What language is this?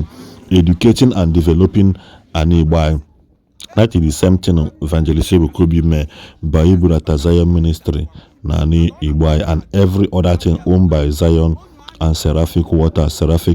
Igbo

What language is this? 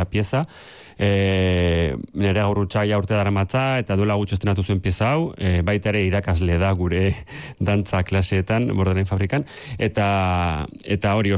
Basque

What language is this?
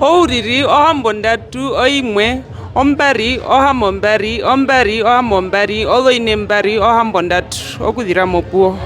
Herero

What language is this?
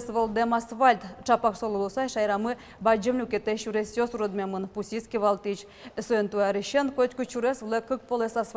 Udmurt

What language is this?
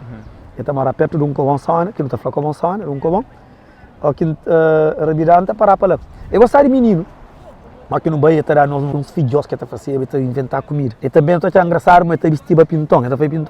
Kabuverdianu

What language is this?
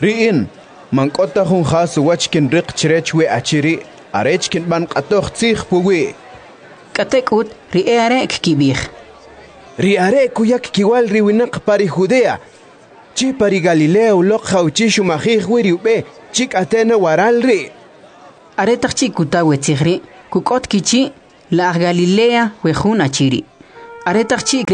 Kʼicheʼ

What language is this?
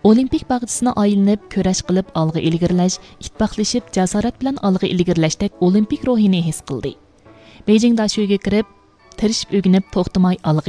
Uyghur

